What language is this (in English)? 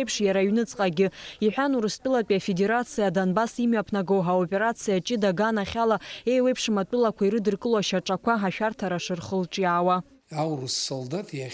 Abkhazian